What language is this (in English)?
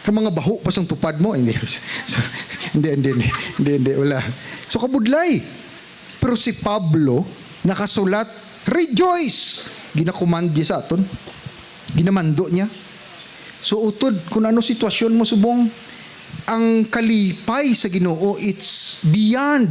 Hiligaynon